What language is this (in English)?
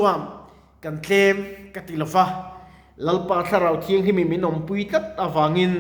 Mizo